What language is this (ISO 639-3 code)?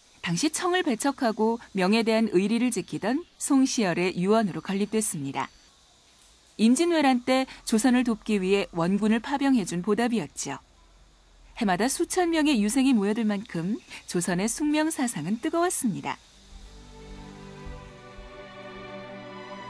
kor